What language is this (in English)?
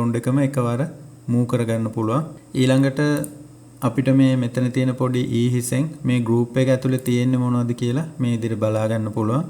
Sinhala